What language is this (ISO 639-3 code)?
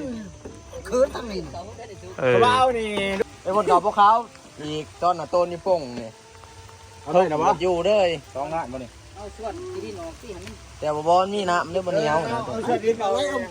tts